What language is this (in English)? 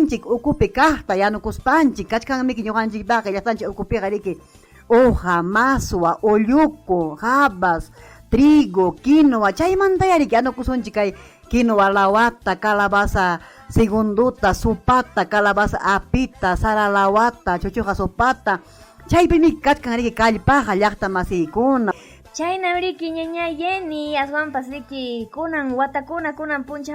Ayacucho Quechua